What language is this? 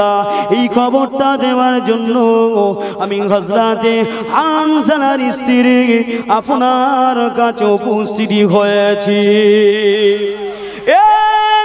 Bangla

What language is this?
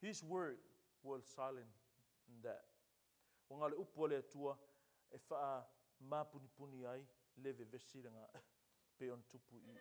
Samoan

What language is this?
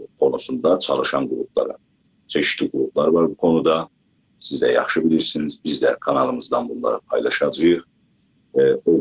South Azerbaijani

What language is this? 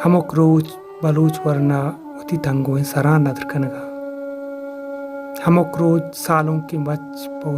Baluchi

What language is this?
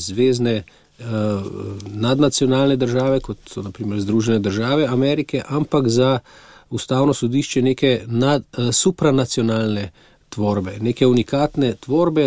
Slovenian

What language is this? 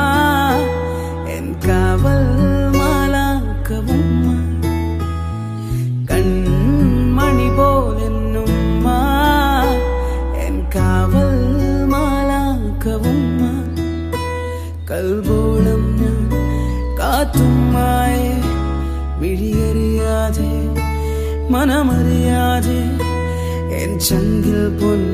Malayalam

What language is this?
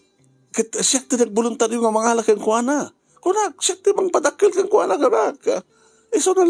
Iloko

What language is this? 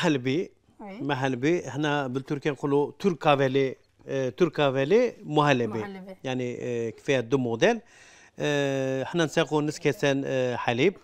Algerian Arabic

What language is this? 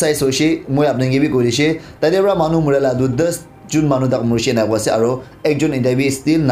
Naga Pidgin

